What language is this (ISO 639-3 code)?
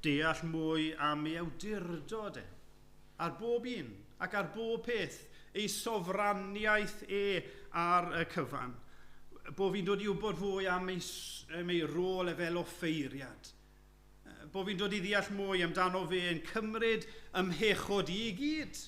cym